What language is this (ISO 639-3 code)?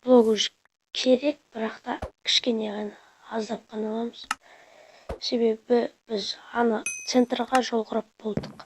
kaz